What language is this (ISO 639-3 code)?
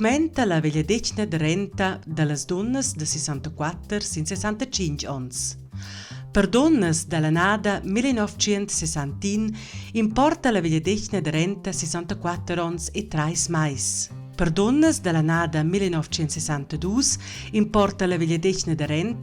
roh